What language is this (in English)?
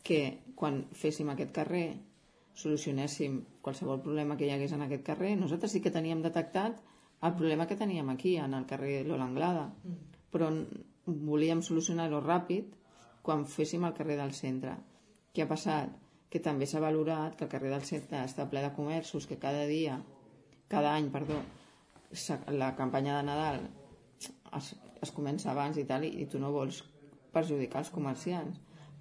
Catalan